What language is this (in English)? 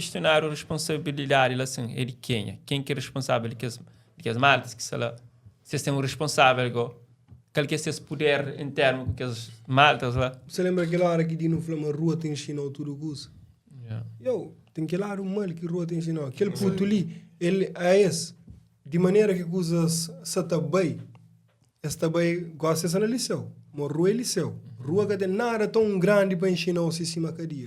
Kabuverdianu